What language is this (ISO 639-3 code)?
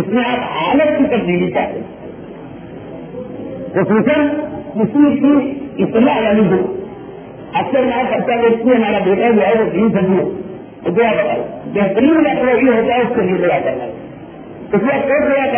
urd